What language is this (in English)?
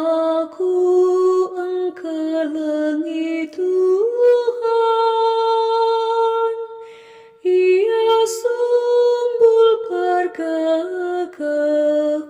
Batak Karo